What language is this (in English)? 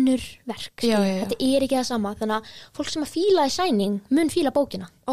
Icelandic